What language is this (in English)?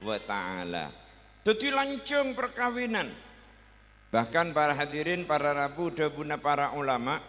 Madurese